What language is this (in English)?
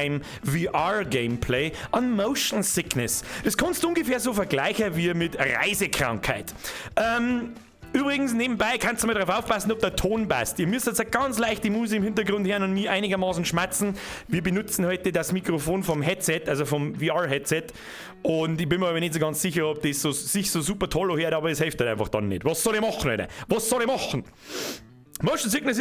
Bavarian